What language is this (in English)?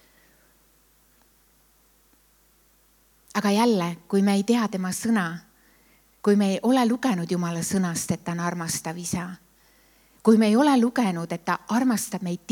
Estonian